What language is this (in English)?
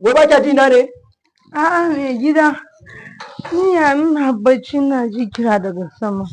Hausa